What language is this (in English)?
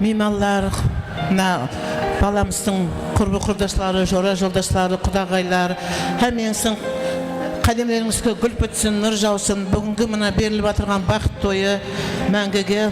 Kara-Kalpak